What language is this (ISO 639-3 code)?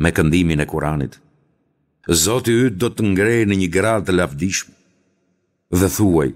sqi